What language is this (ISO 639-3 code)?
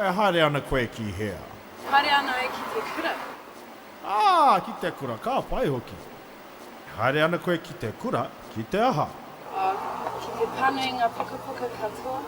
mri